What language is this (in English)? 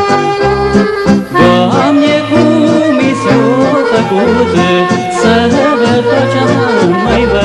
Romanian